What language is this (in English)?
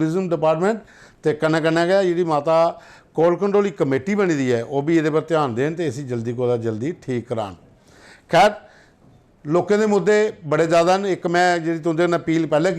Dogri